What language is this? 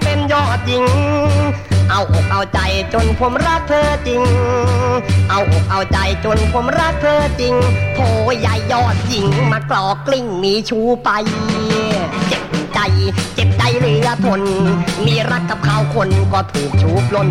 Thai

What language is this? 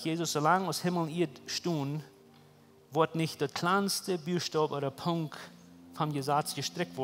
Plautdietsch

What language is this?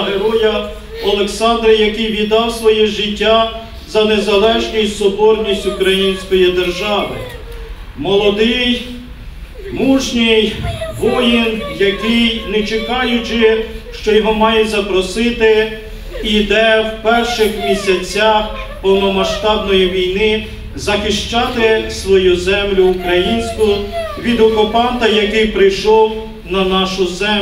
Ukrainian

